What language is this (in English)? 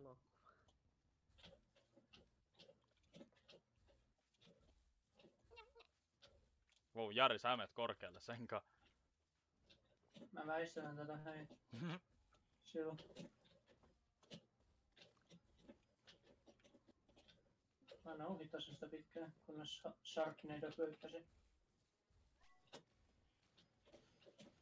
Finnish